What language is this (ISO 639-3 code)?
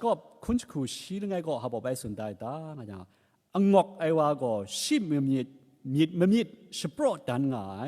kac